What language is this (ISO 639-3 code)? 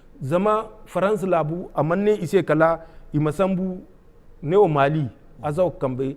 dje